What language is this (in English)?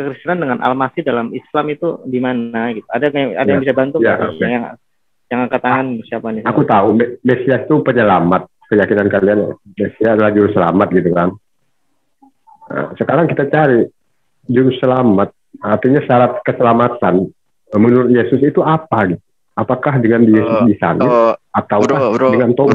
Indonesian